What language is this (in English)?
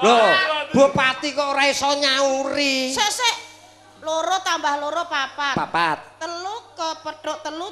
Javanese